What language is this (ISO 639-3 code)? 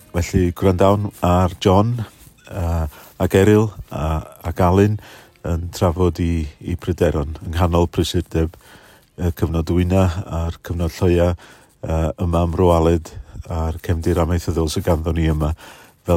cym